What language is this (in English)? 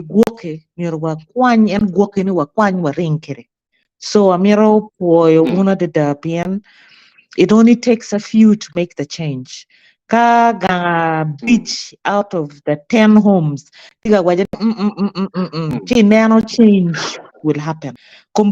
Acoli